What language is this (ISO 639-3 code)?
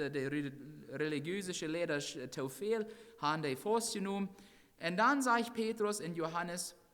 pdt